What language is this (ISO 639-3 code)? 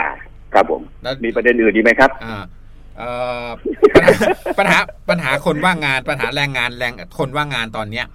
tha